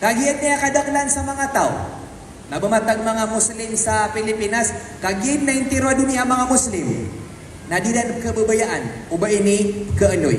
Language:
Maranao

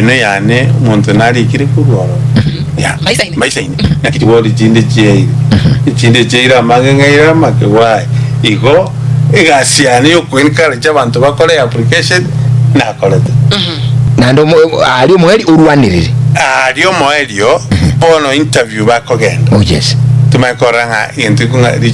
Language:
Gusii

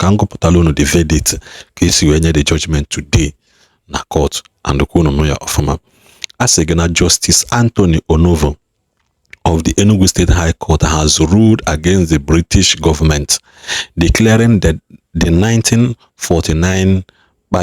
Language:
Igbo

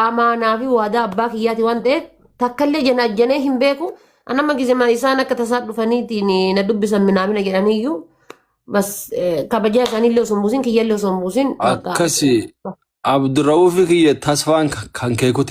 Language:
Oromo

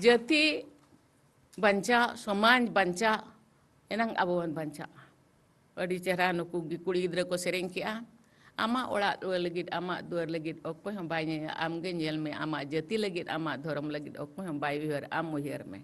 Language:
Santali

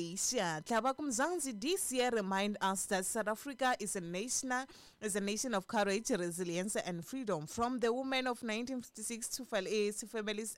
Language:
Tsonga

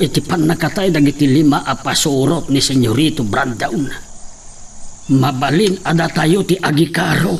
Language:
Iloko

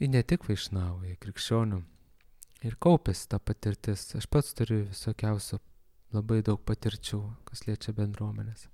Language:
Lithuanian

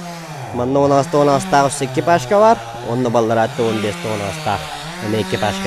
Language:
Yakut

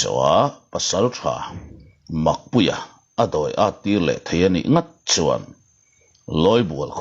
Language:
Mizo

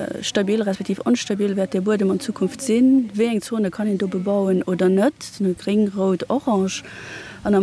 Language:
Luxembourgish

